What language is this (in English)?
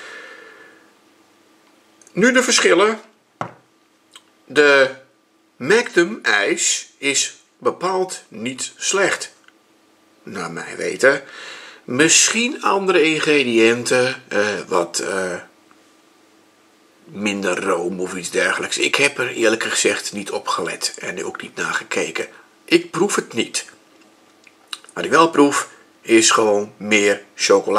Dutch